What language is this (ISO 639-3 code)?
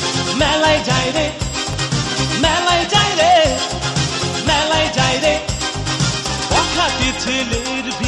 ben